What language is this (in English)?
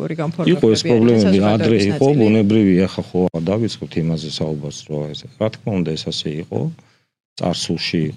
Georgian